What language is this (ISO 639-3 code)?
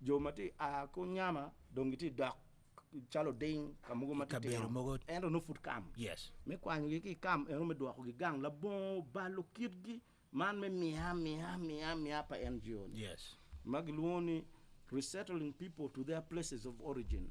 ach